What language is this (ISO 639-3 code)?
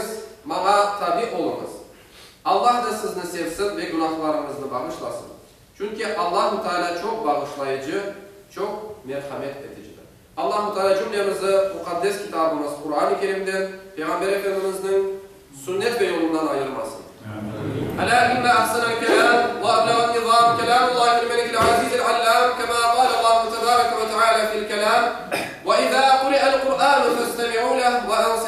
crh